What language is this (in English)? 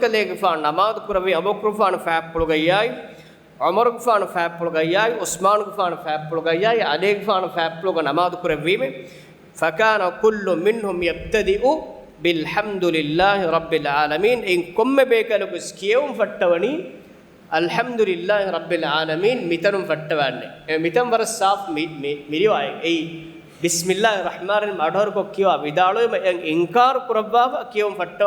Divehi